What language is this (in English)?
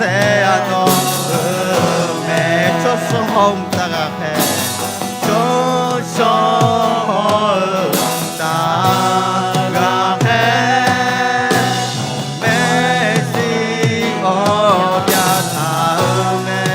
Akha